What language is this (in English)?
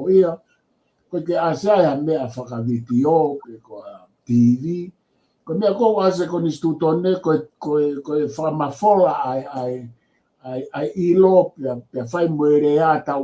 Tongan